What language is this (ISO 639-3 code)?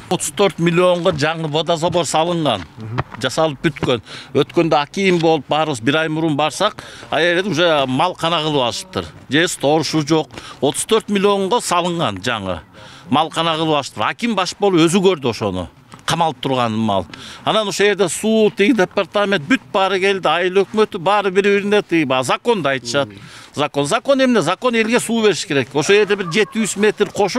kir